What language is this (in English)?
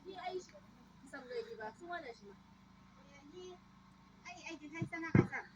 Chang Naga